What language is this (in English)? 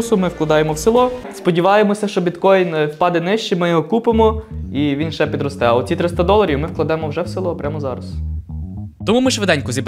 Ukrainian